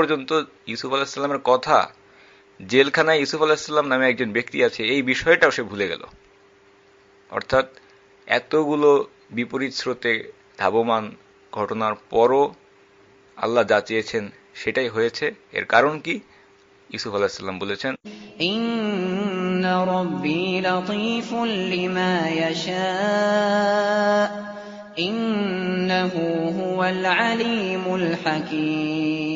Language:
Bangla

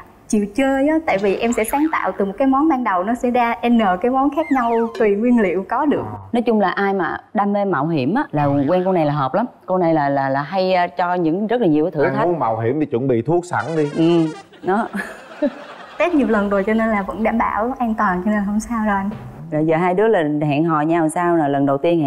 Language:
Vietnamese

